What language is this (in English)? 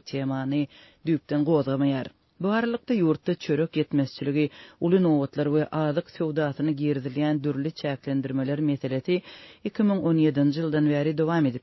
Turkmen